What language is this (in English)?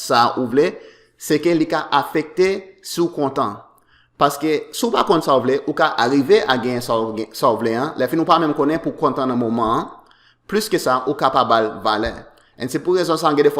Haitian Creole